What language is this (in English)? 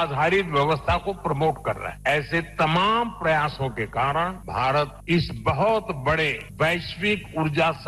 Hindi